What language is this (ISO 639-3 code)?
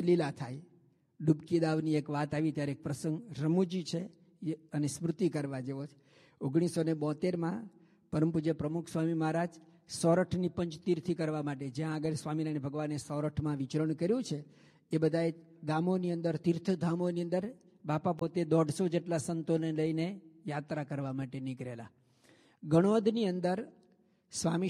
guj